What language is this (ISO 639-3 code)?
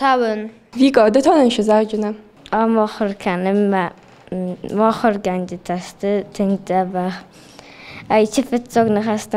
oss